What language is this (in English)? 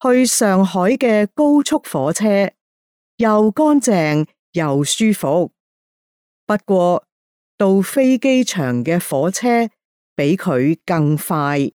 Cantonese